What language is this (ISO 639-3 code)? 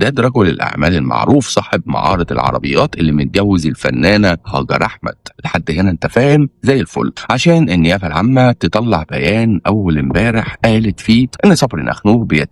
arz